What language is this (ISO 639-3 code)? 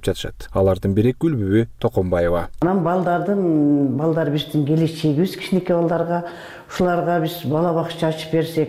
kir